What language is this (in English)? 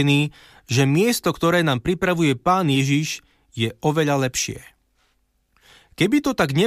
Slovak